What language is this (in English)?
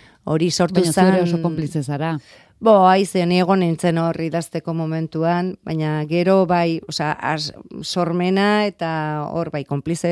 Basque